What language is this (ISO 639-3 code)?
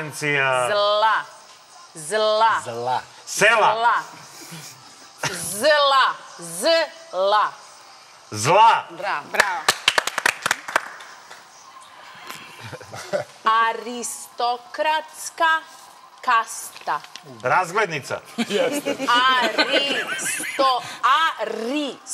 srp